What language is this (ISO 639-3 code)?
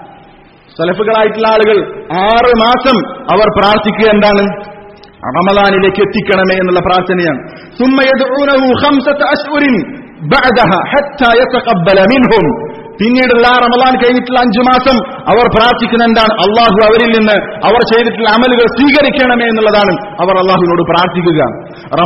mal